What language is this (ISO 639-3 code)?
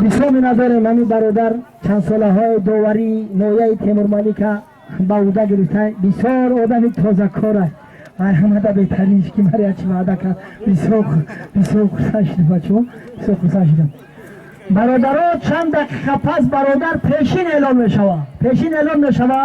tgk